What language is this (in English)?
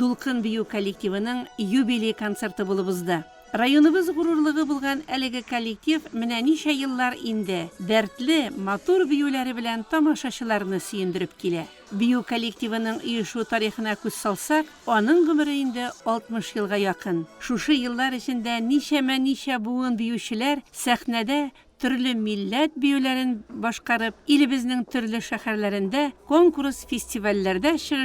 Tatar